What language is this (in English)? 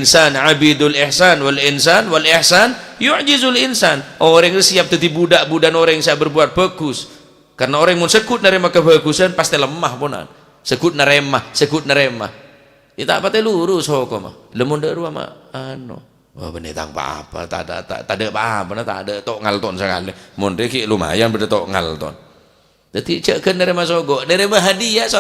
Madurese